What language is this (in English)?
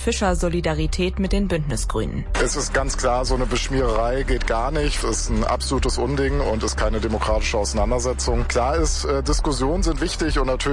German